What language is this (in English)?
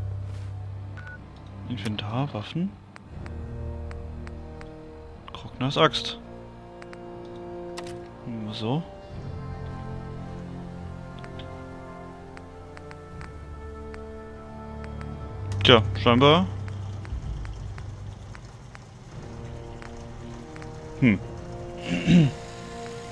German